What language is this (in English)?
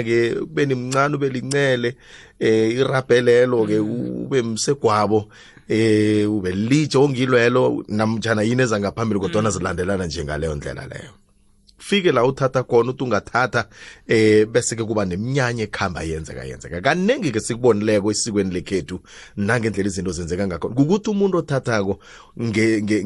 South Ndebele